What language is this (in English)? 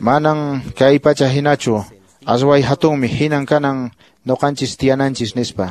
Quechua